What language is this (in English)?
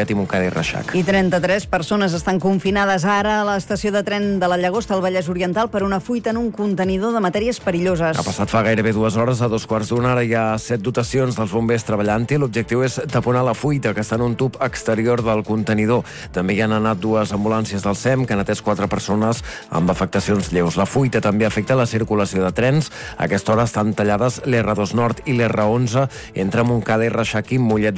Catalan